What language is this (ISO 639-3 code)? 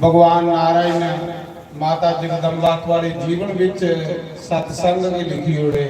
doi